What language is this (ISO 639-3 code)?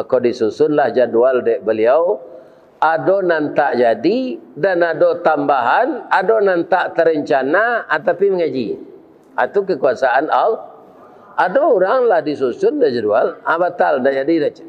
min